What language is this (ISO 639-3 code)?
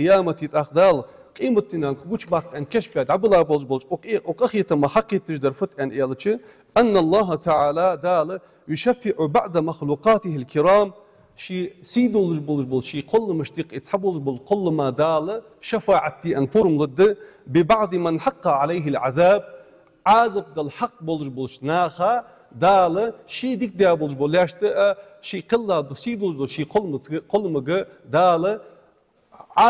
inh